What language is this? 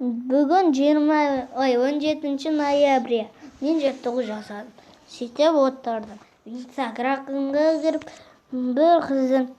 Kazakh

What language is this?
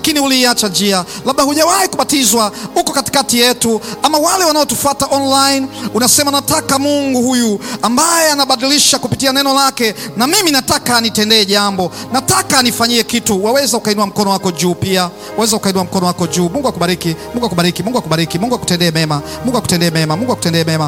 Swahili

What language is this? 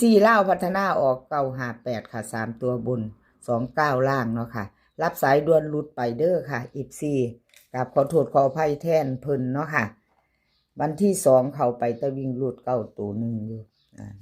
Northeastern Thai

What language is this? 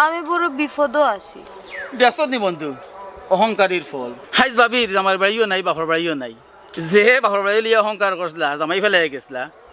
Sylheti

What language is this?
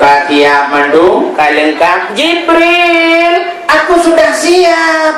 Achinese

